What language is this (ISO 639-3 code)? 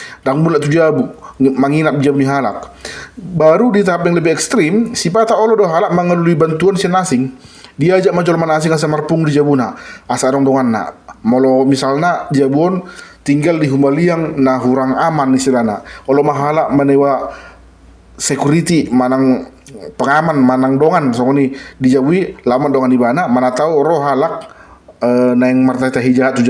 bbc